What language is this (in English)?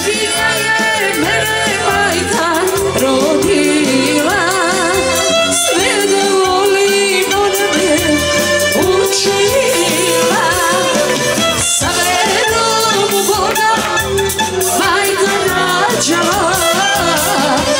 Serbian